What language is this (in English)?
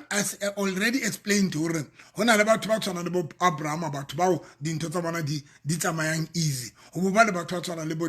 Southern Sotho